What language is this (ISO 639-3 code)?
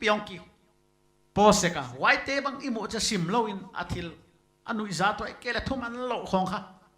pck